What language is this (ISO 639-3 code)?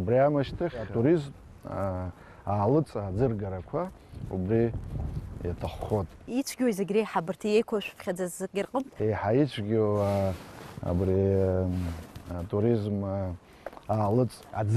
abk